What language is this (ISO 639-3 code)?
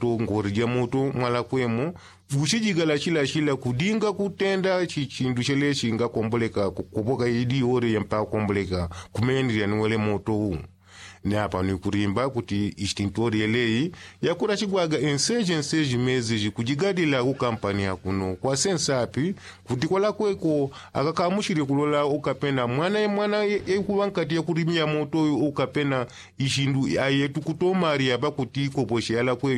yao